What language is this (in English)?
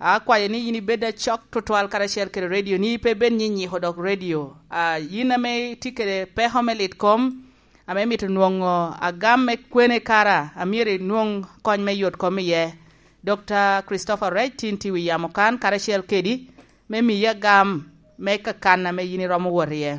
Lango (Uganda)